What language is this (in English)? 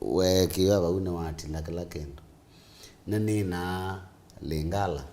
Kamba